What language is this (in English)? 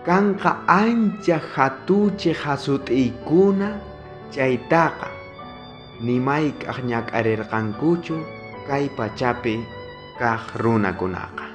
South Bolivian Quechua